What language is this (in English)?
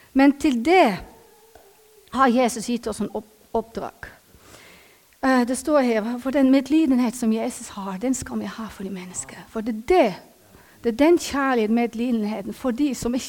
Norwegian